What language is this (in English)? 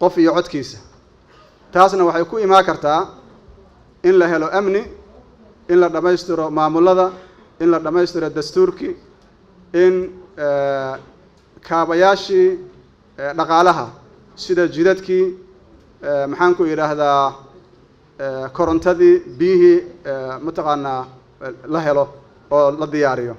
Somali